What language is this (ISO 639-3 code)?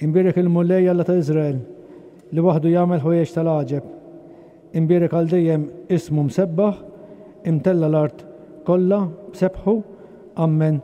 mlt